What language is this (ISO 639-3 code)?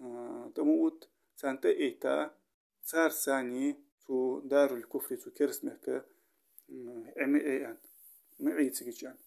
inh